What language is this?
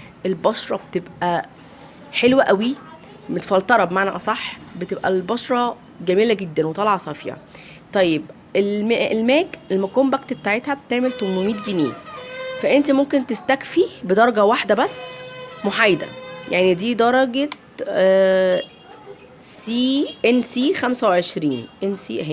Egyptian Arabic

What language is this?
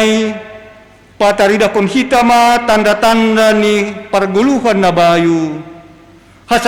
Batak Simalungun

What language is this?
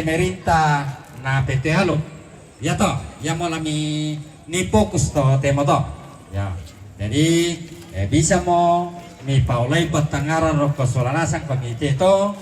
Toraja-Sa'dan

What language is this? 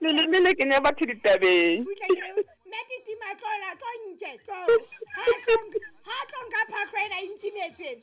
Southern Sotho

